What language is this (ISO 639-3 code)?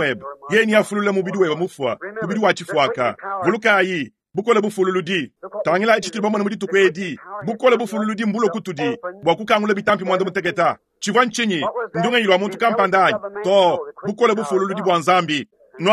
lua